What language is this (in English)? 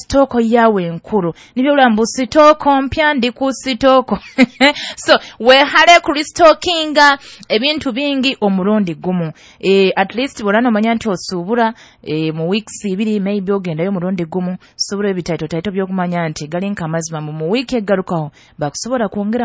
Nyoro